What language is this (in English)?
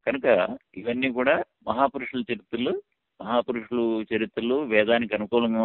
Telugu